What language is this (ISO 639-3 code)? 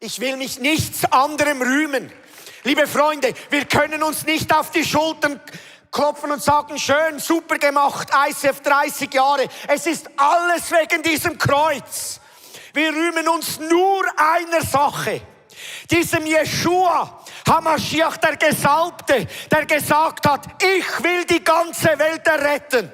gsw